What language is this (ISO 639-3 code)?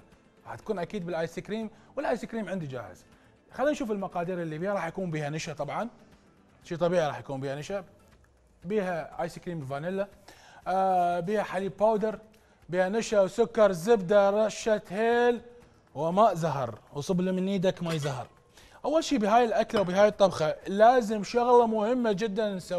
acm